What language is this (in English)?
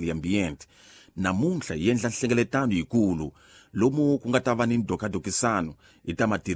Tsonga